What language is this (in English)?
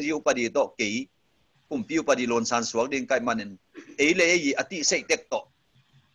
Tedim Chin